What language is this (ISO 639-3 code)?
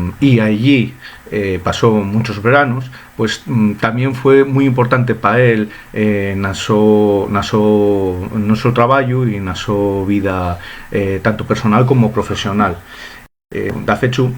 ast